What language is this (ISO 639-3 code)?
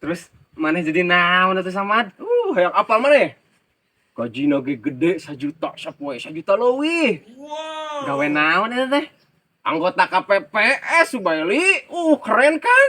sun